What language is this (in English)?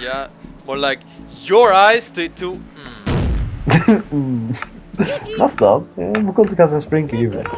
Faroese